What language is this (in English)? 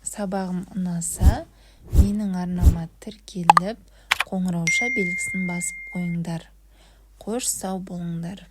Kazakh